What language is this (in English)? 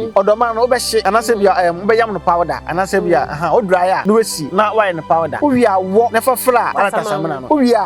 Akan